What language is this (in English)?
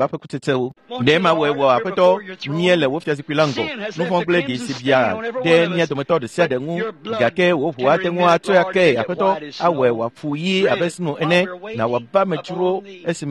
Ewe